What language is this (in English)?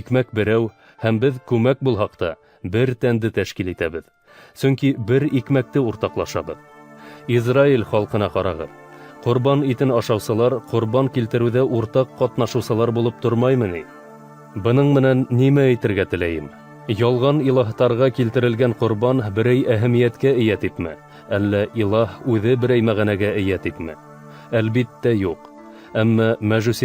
Bashkir